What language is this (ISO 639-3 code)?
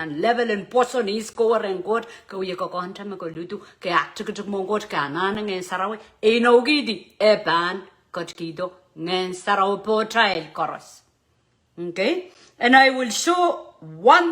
pon